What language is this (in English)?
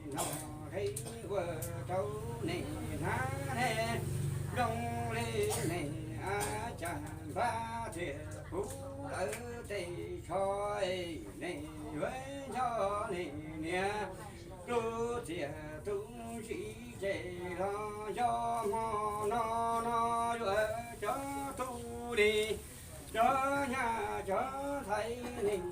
Hmong